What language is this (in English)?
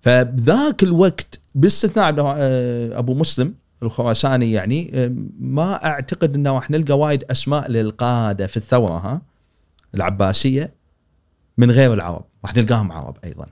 Gulf Arabic